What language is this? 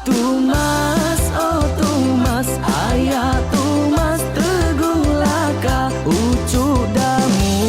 Iban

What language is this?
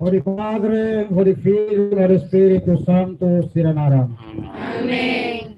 Tetum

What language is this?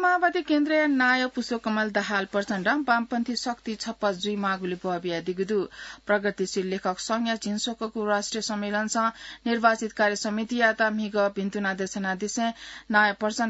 Newari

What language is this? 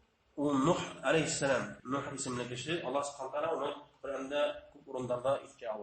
Bashkir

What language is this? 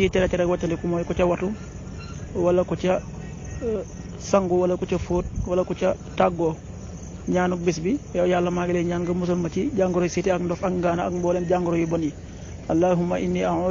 Wolof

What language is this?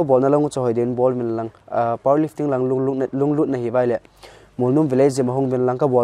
Paite Chin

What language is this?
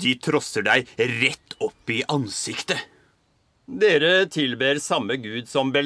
Norwegian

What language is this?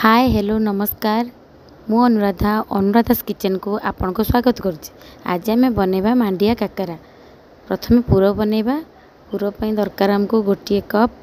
Odia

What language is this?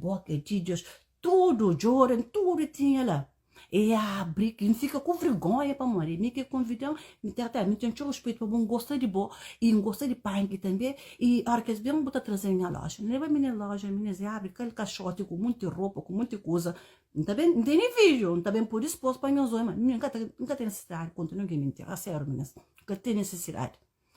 Kabuverdianu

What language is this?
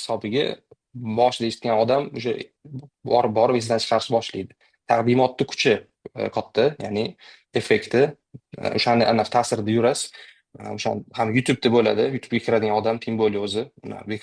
Uzbek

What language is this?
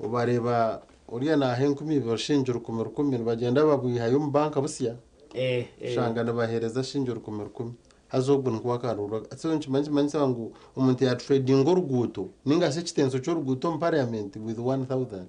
Nyankole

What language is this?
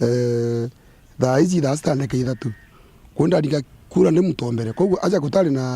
Meru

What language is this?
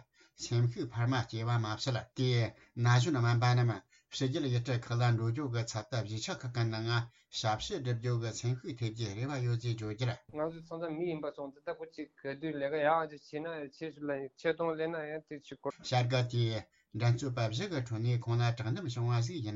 Tibetan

